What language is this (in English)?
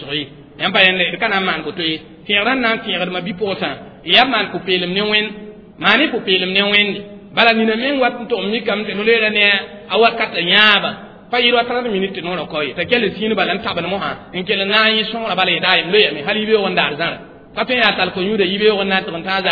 Mossi